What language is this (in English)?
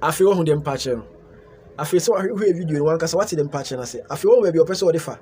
Akan